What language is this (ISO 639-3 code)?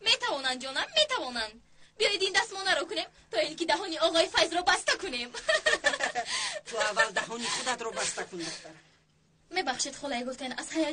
tgk